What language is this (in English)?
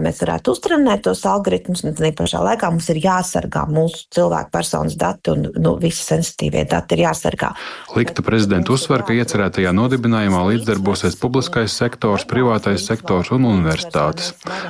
Latvian